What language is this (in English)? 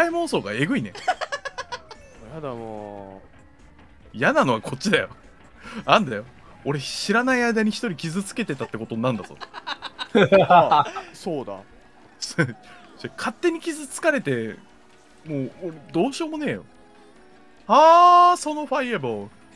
Japanese